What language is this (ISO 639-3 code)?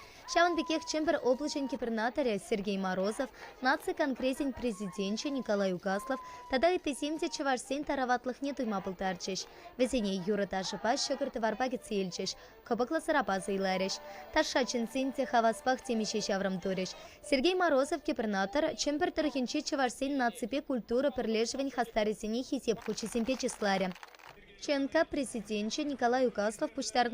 chv